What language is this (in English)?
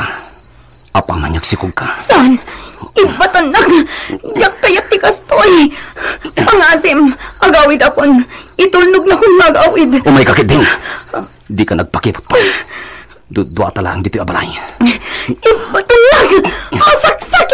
Iloko